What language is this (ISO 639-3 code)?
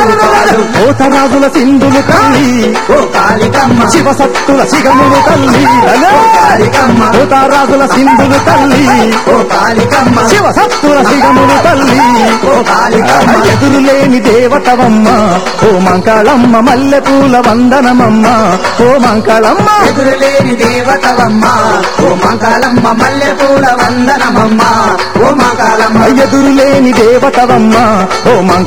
tel